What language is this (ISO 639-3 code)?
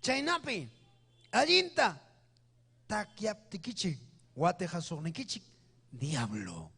quy